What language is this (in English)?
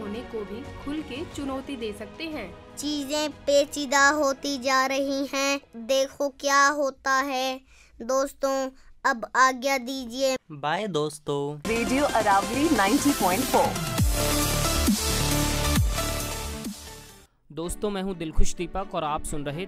Hindi